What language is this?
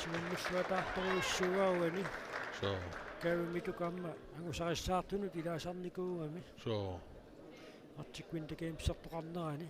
Kalaallisut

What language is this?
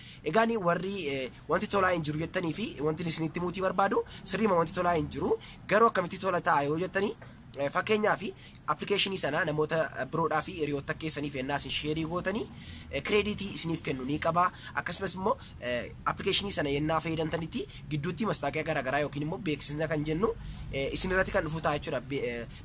Oromo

